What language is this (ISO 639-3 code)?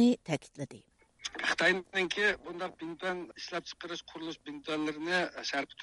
uig